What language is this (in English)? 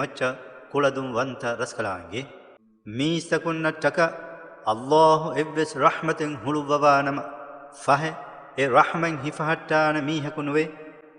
Divehi